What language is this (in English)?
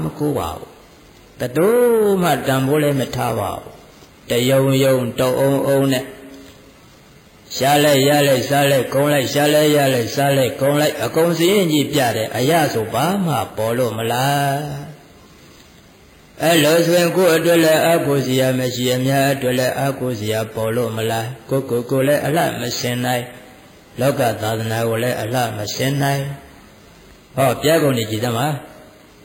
Burmese